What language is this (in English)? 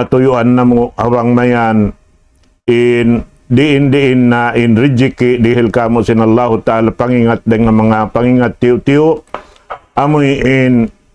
Tausug